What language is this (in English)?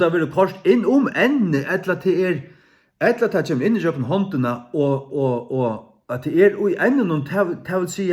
Faroese